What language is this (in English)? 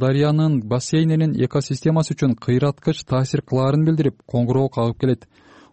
Kyrgyz